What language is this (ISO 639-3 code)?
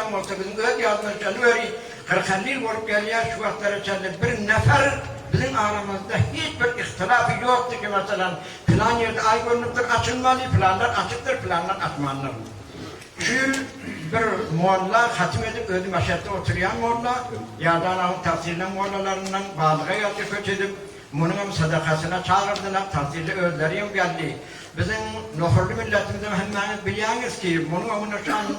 tuk